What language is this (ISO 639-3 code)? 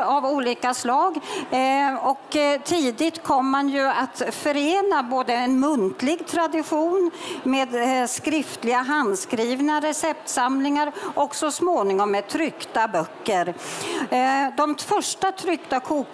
swe